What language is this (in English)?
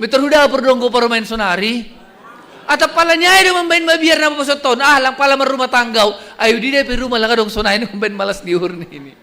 Batak Simalungun